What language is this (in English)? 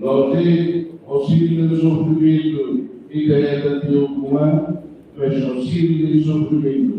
Tetum